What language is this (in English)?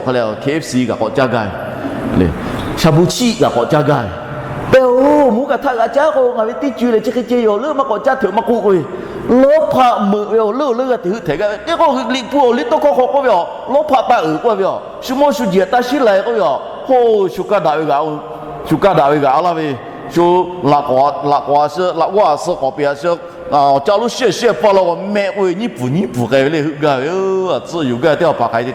Lahu